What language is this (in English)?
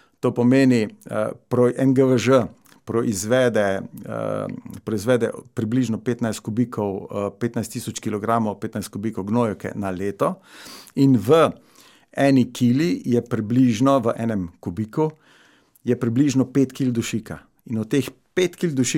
Slovenian